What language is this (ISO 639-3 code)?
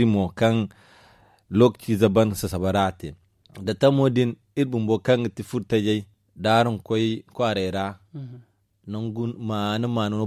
dje